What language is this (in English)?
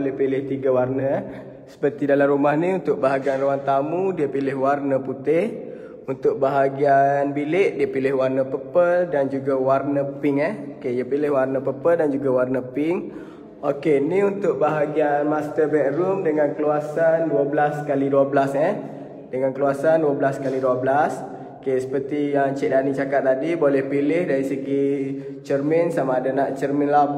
Malay